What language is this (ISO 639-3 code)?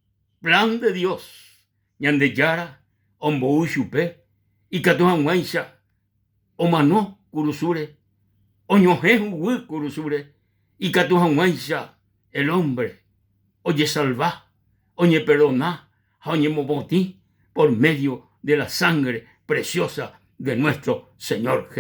grn